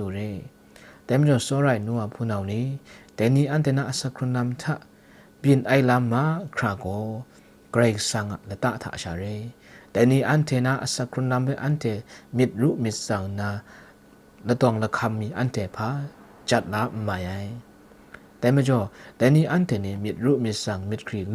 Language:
Kachin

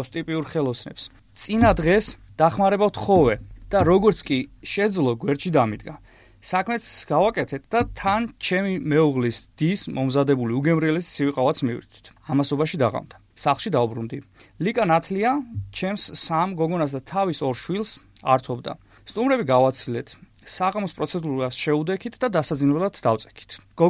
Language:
Georgian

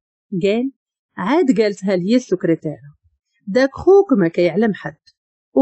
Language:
Moroccan Arabic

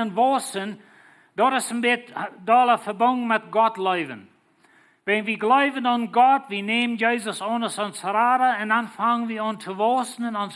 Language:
Plautdietsch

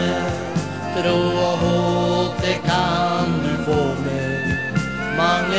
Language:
Norwegian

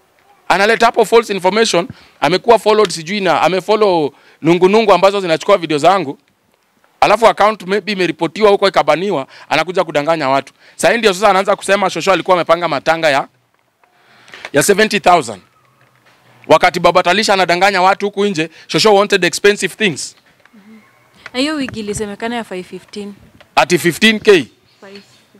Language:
Swahili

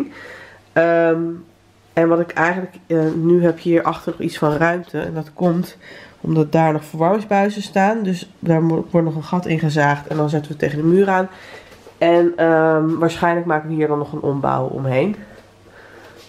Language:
Dutch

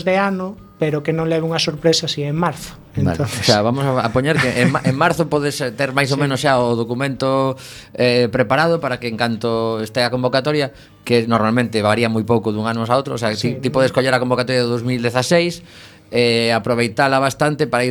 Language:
Galician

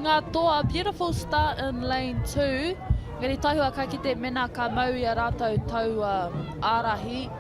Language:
Māori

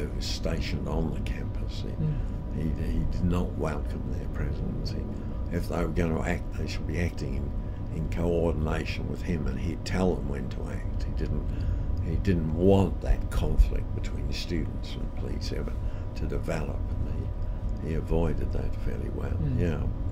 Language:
English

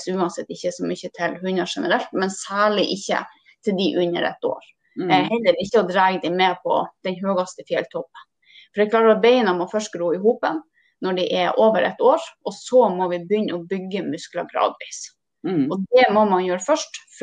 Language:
Norwegian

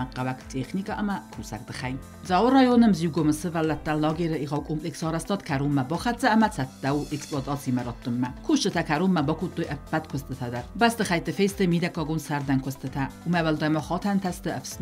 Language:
Ossetic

